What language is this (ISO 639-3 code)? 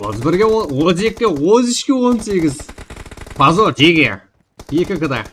kaa